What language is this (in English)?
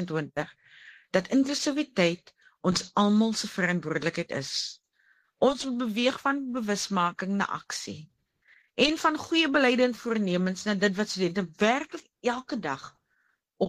Afrikaans